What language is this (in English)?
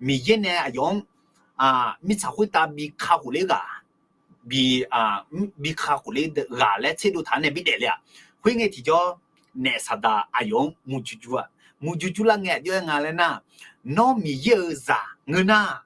Akha